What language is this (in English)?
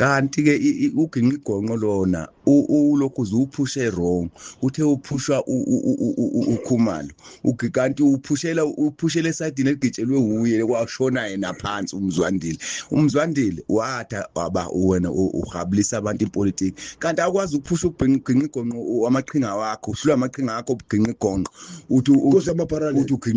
Zulu